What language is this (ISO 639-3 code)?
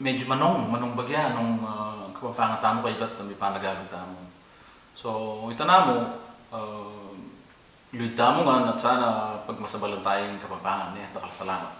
pam